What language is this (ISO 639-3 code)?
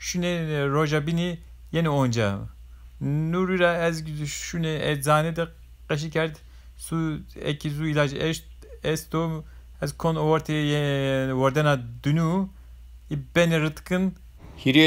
zza